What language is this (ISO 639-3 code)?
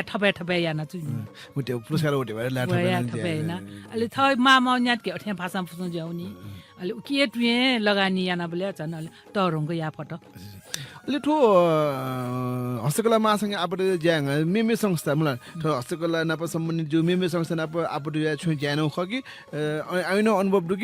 new